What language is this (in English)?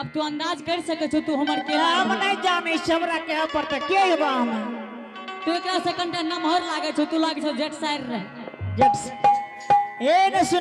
Angika